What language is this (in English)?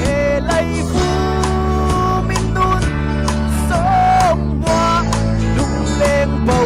Falam Chin